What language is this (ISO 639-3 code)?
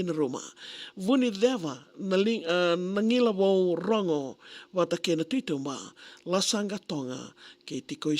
fij